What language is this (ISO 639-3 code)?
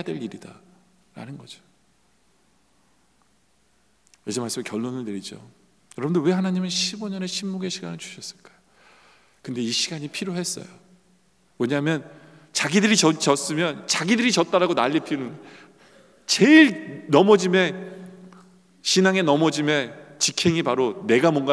kor